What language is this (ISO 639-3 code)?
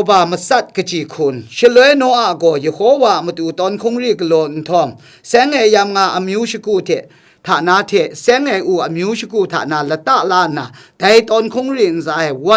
kac